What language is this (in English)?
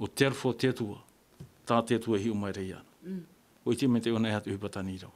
Tahitian